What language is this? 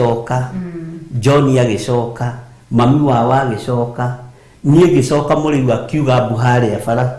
Kikuyu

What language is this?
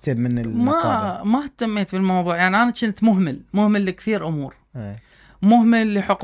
Mesopotamian Arabic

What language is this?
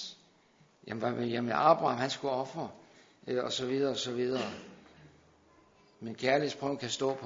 Danish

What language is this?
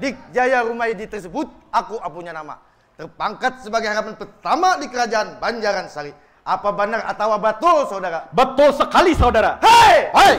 Banjar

